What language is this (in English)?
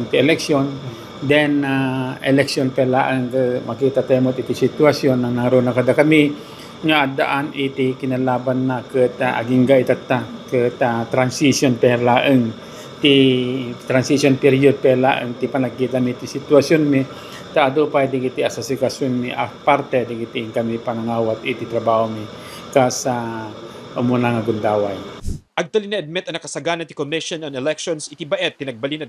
Iloko